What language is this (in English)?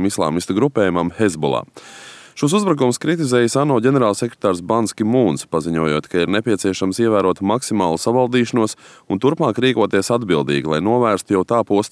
Latvian